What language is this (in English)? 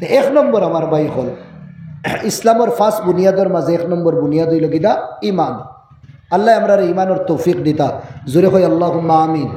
Sylheti